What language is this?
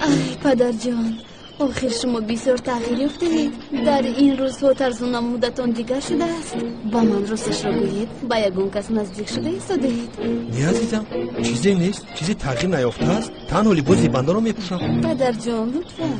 Tajik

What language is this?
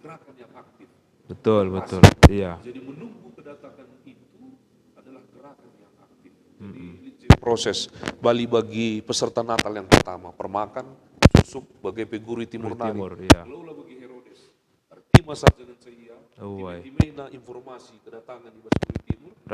Batak Karo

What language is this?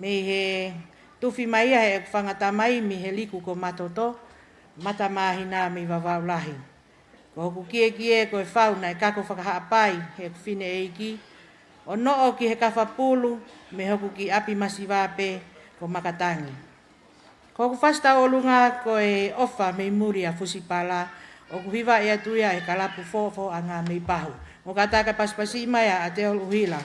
Tongan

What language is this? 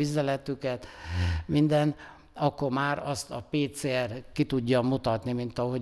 Hungarian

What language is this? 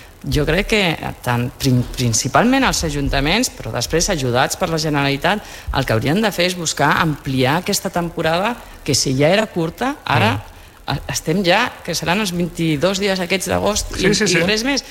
Catalan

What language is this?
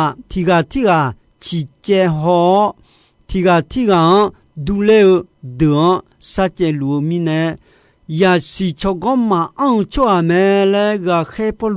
Akha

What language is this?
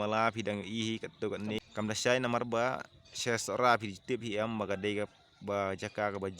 Khasi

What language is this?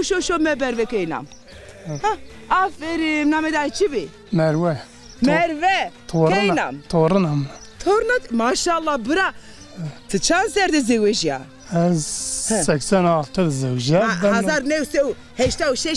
Zaza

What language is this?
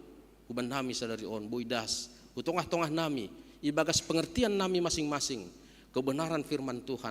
Batak Simalungun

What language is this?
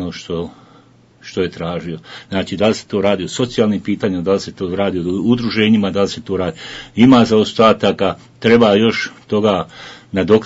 Bosnian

